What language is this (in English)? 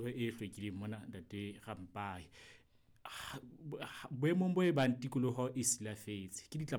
Southern Sotho